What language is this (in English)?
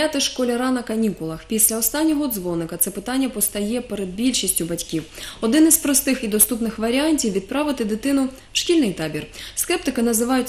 Ukrainian